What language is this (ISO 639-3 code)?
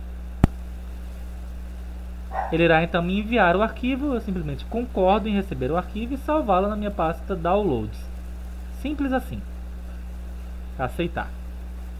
por